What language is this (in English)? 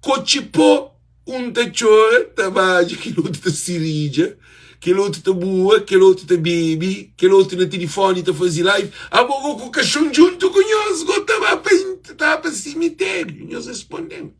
Kabuverdianu